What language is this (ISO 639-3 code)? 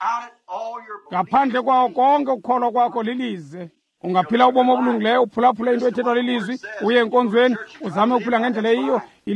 xho